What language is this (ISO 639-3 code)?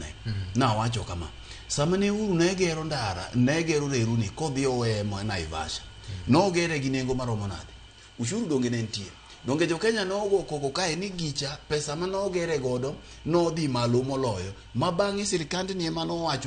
luo